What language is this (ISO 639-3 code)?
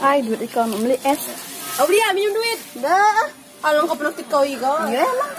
mui